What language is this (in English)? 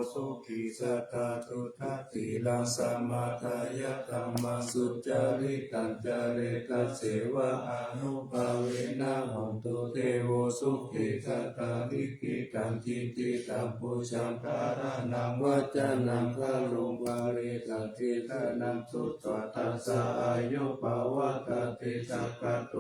Pali